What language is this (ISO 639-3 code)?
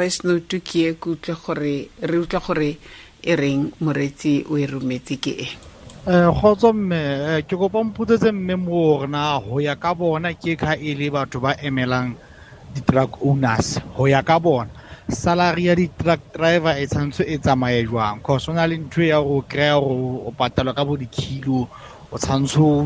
sot